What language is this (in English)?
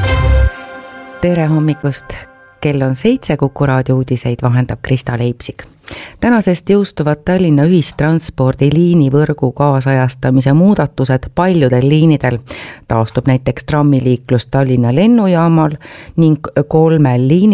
Estonian